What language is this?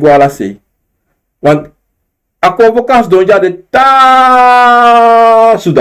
Sranan Tongo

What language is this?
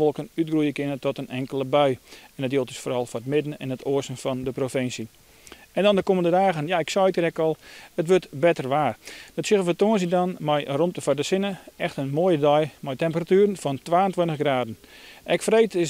Western Frisian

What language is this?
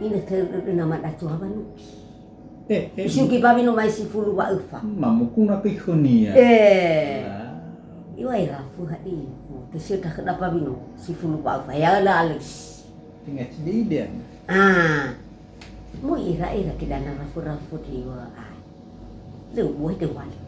Nias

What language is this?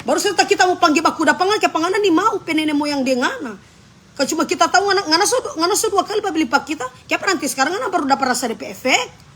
Manado Malay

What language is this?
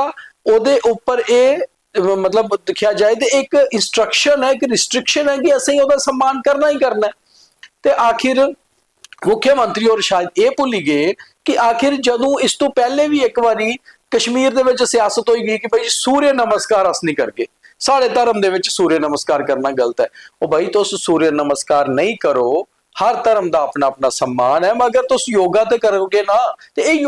Dogri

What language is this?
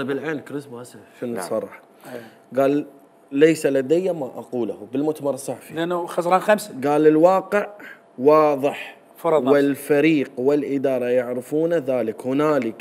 Mesopotamian Arabic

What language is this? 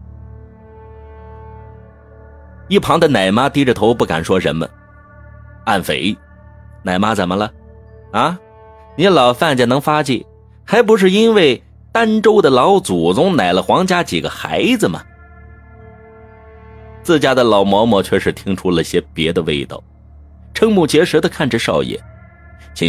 Chinese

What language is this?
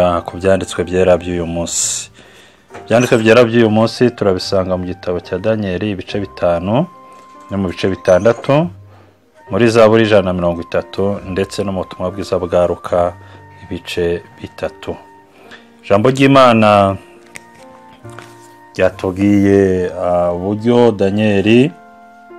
Kinyarwanda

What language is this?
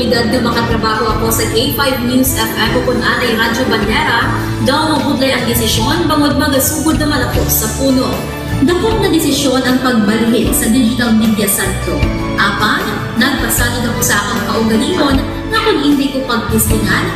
Hiligaynon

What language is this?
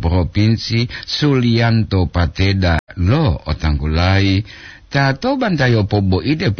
Gorontalo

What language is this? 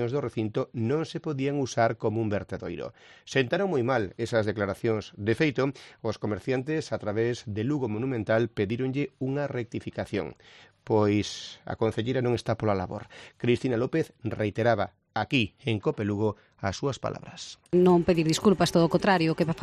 Galician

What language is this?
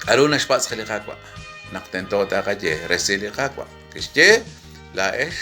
Kekchí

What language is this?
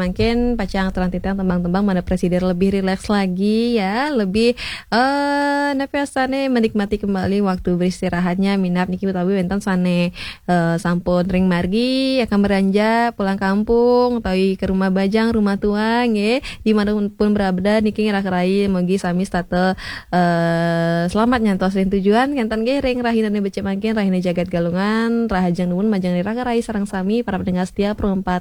Balinese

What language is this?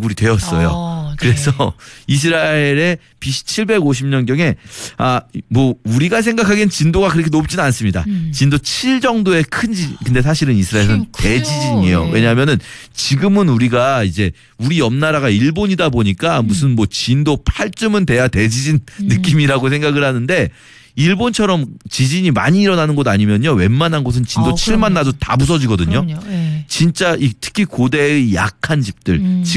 Korean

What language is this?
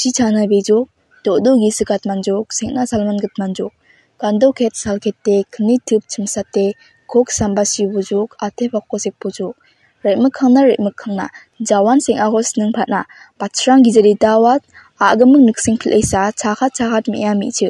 Garo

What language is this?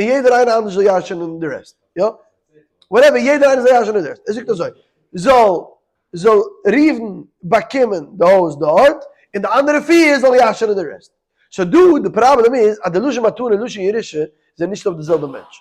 Yiddish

